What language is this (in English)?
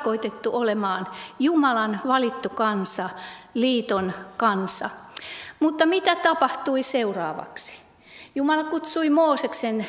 Finnish